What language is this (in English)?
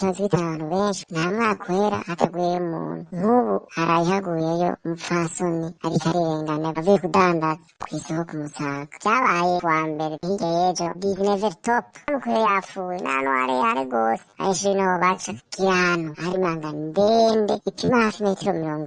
Rundi